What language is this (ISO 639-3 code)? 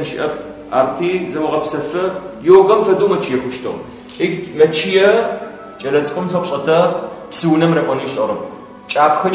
ady